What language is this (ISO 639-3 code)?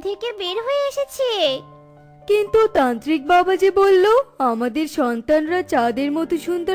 ben